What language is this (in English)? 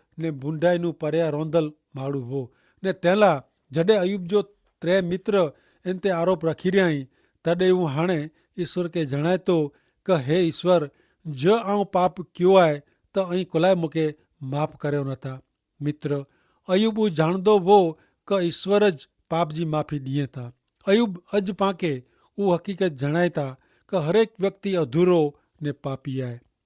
Kachhi